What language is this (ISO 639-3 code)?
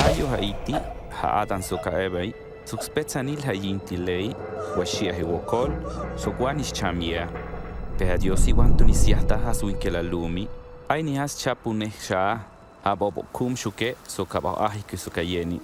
toj